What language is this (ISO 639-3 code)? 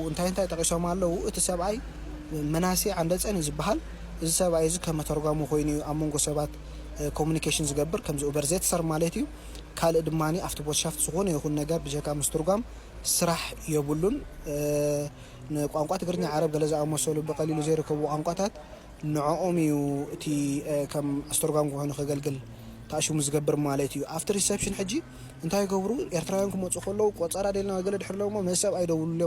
tir